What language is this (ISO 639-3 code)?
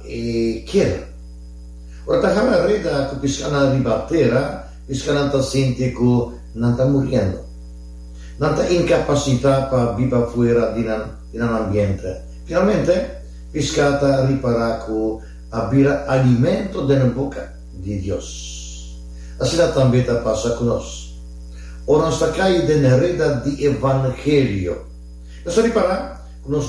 pap